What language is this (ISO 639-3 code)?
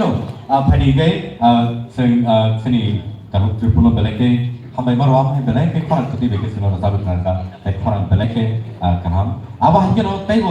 trp